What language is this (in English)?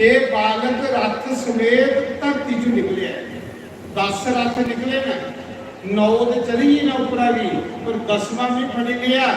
Dogri